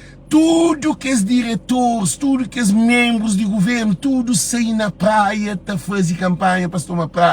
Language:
Kabuverdianu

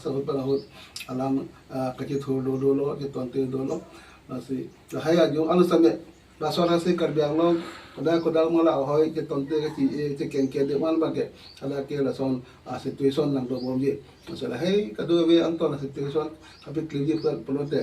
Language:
Karbi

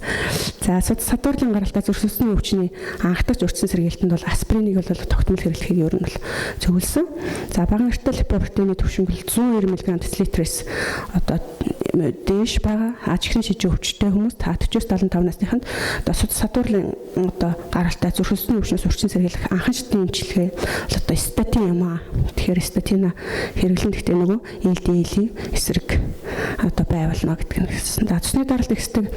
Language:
Mongolian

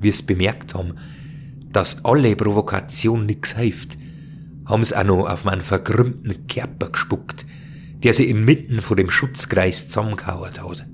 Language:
Bavarian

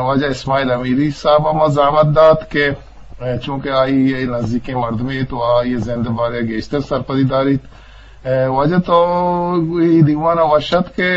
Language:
Eastern Balochi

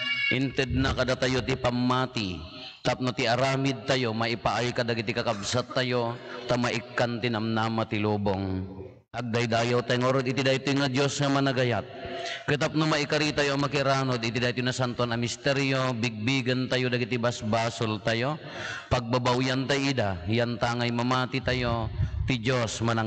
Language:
Iloko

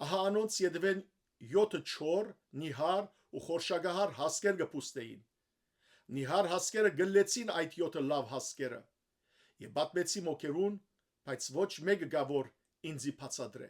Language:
Western Armenian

